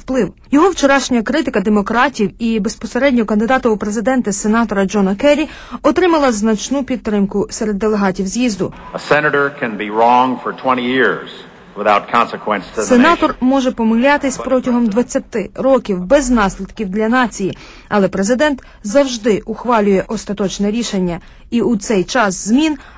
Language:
Ukrainian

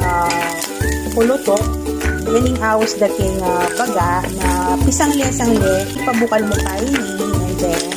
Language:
Pampanga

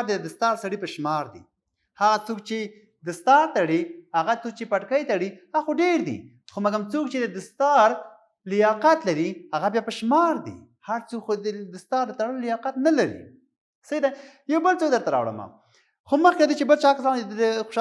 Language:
Pashto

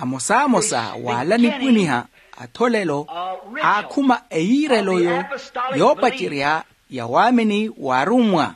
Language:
Makhuwa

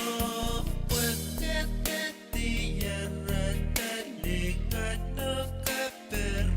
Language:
Pohnpeian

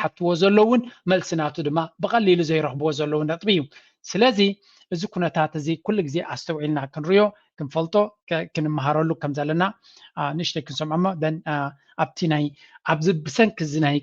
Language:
Tigrinya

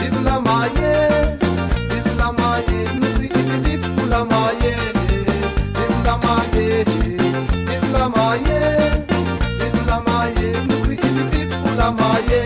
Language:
Réunion Creole French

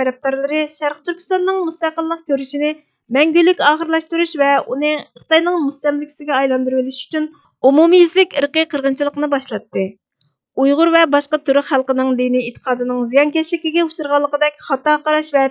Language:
Uyghur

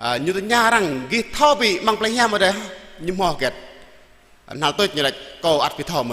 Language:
Jarai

